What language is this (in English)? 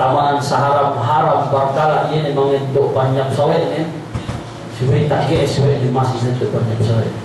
Yakan